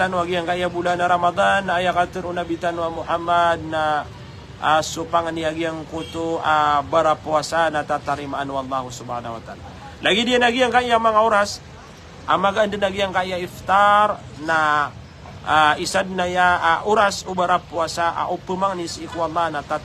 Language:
Maranao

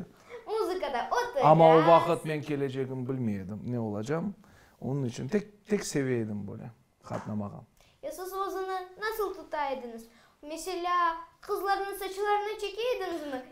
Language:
Crimean Tatar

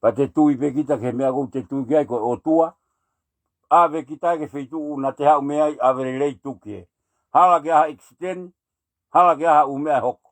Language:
Tongan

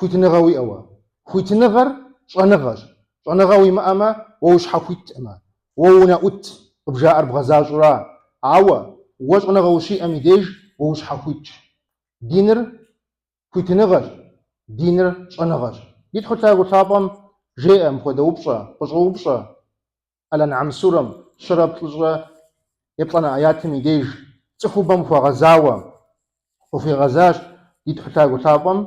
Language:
Kabardian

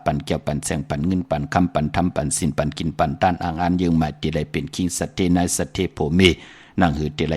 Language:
Shan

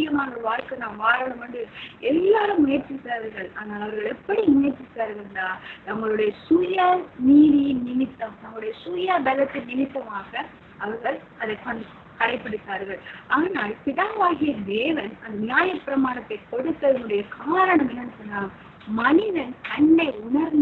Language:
Tamil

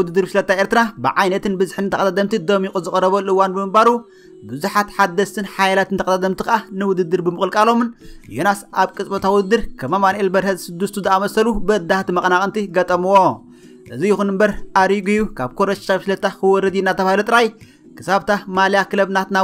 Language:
Tigrinya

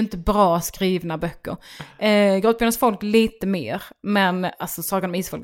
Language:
Swedish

